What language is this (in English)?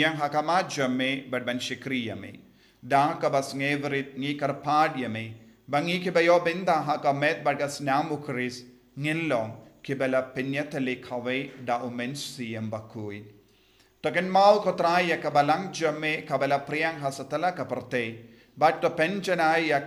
Khasi